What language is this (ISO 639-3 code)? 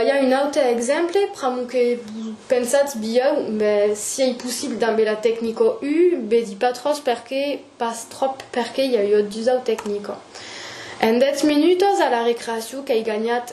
oci